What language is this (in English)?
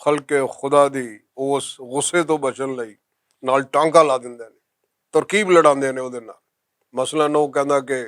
Western Panjabi